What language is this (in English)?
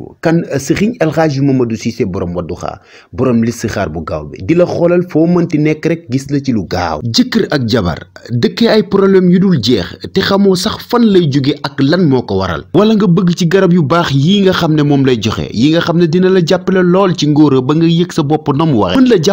Wolof